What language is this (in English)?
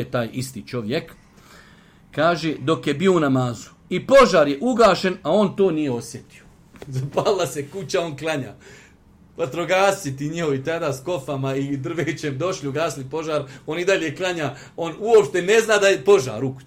Bosnian